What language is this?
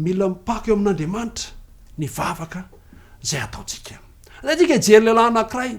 Malagasy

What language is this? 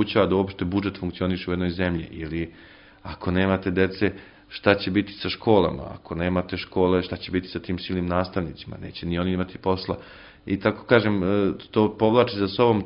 Serbian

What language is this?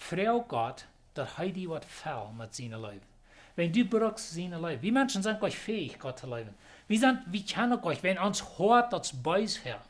Plautdietsch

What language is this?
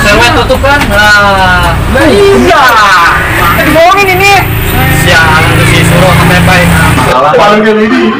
Betawi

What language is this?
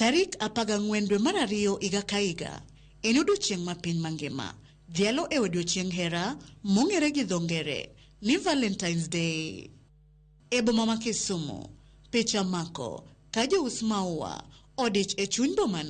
Luo (Kenya and Tanzania)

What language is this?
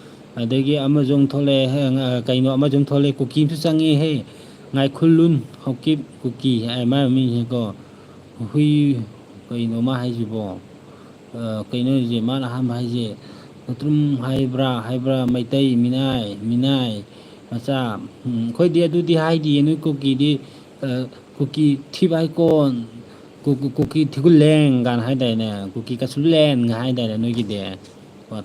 Manipuri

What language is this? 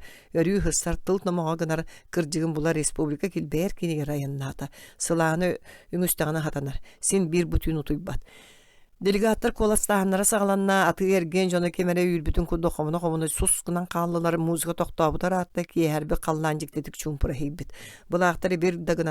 Yakut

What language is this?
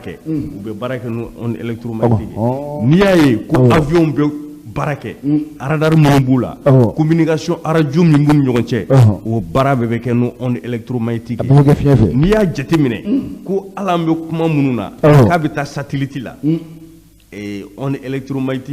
Bambara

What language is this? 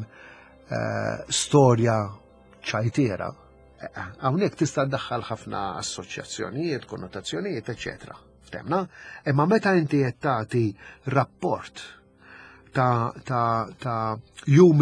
Maltese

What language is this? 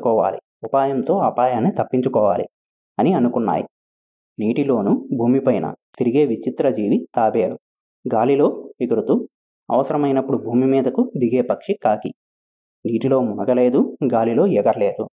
Telugu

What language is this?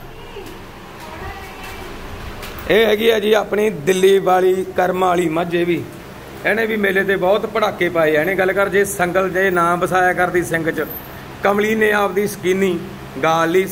Punjabi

